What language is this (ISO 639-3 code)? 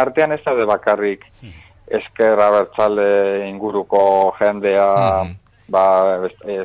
eus